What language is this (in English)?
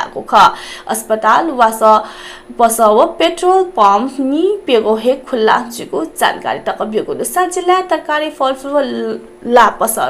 Newari